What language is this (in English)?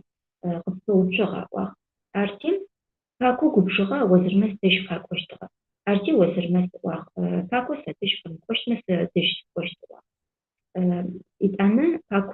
Adyghe